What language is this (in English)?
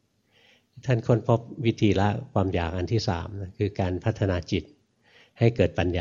Thai